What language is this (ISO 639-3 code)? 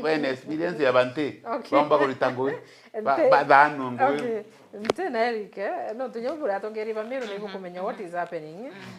mer